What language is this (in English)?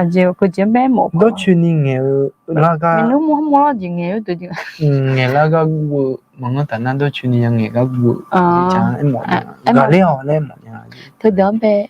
Akha